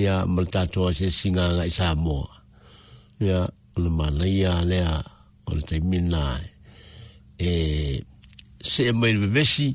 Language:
Samoan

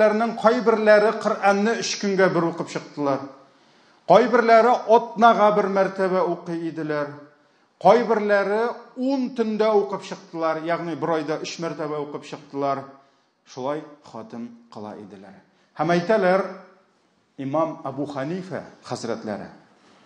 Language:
Tatar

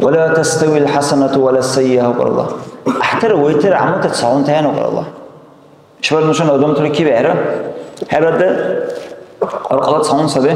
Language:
Dargwa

